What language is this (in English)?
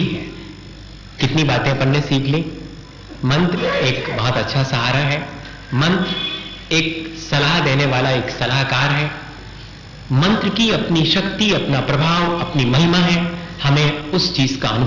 Hindi